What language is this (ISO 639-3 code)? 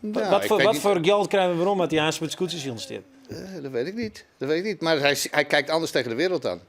fry